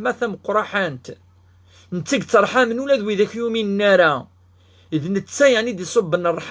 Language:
Kabyle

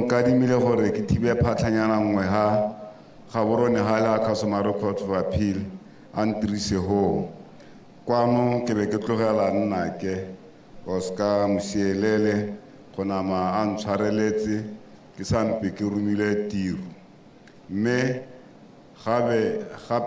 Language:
Tswana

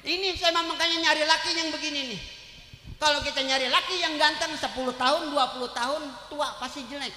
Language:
Betawi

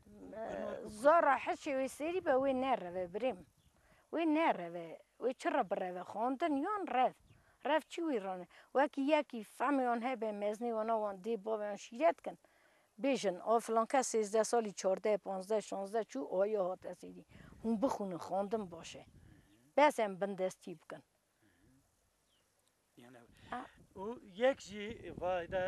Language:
Kurdish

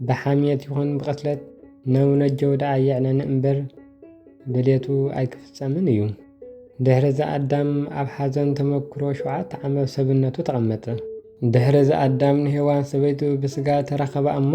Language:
Tigrinya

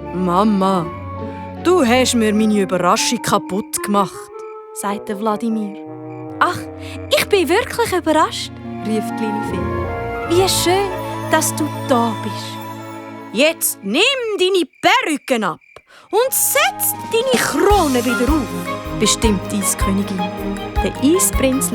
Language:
Swiss German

